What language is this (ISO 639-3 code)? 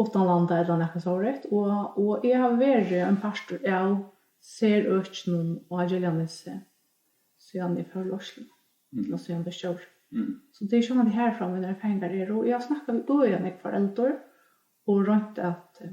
fao